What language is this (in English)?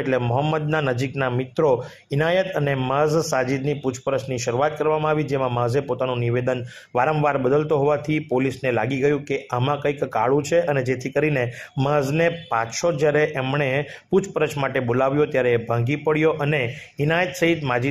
Gujarati